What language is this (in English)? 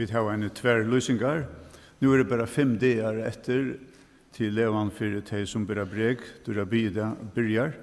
Faroese